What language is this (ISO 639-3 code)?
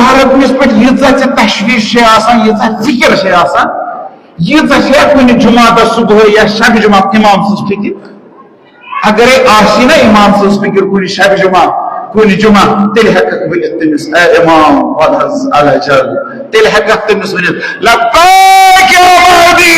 kas